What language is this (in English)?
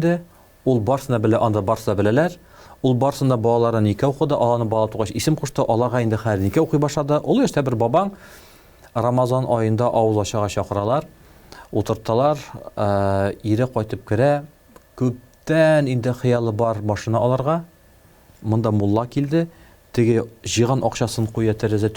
Tatar